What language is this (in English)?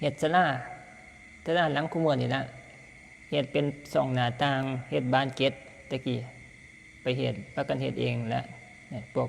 Northeastern Thai